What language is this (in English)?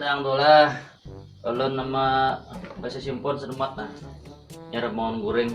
Banjar